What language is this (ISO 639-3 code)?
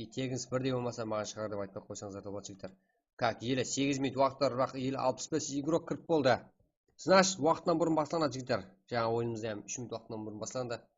kaa